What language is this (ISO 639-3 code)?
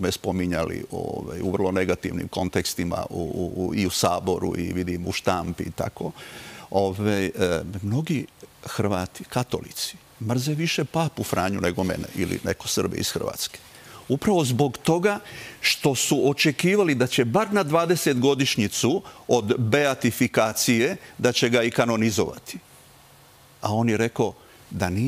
srp